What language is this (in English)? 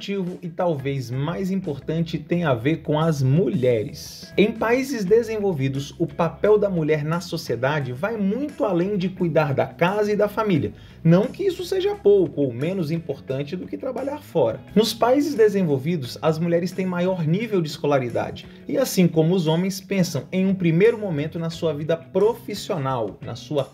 Portuguese